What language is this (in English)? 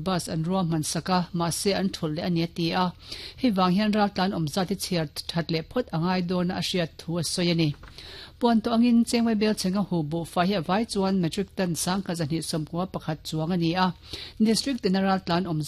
Mizo